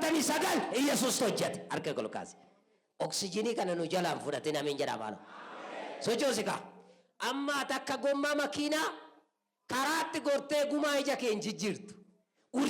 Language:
Oromo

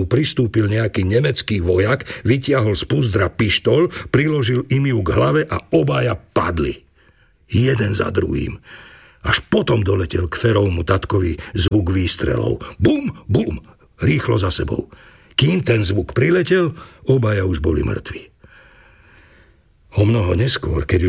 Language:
Slovak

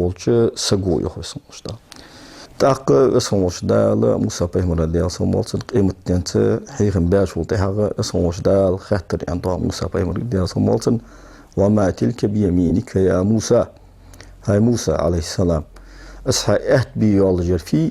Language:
Ingush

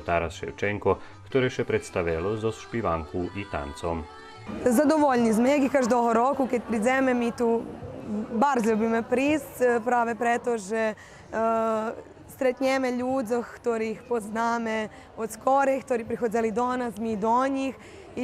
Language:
Rusyn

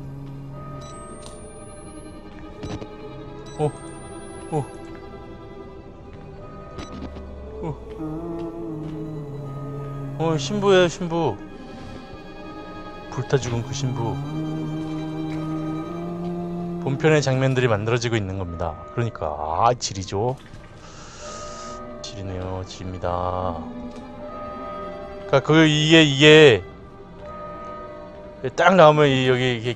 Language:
Korean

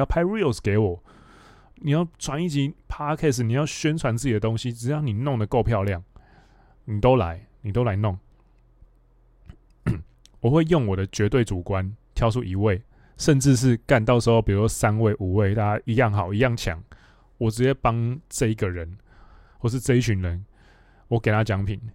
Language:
Chinese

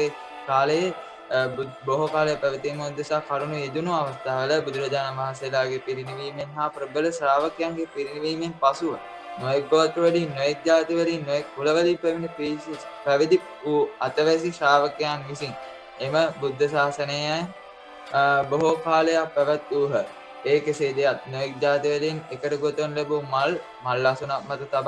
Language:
Sinhala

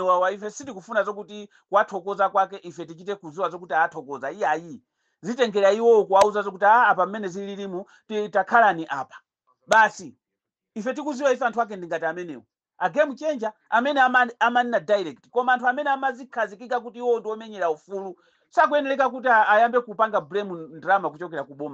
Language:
Nyanja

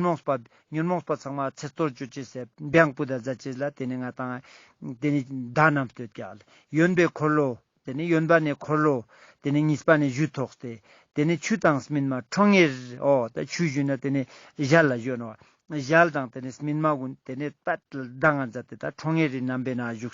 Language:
Ladakhi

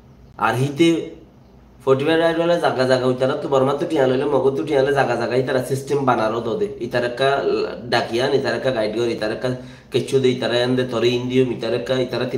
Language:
Rohingya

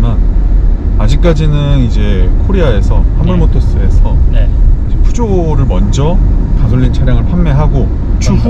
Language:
Korean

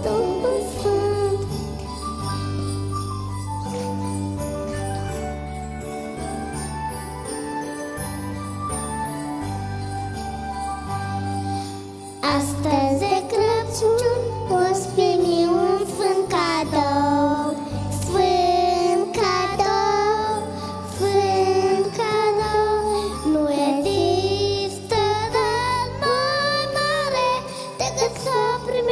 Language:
Romanian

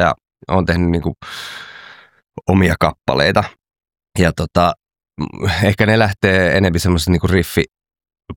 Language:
Finnish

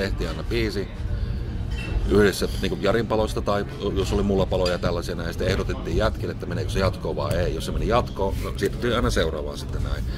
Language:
Finnish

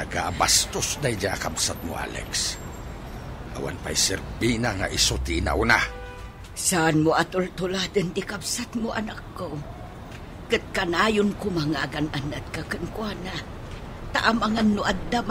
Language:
Iloko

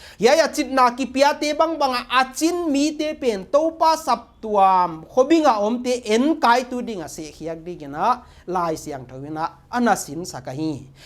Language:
Paite Chin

